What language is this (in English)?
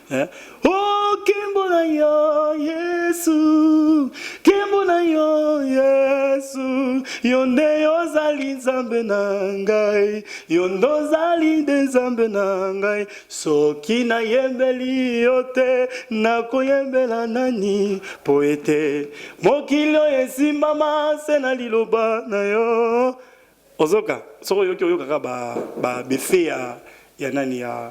Lingala